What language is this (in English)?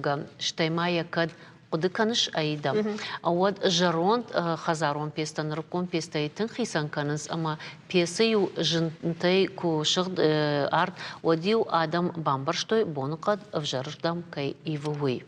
Ossetic